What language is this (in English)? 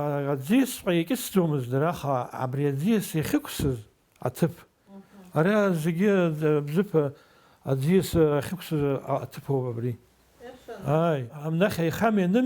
Abkhazian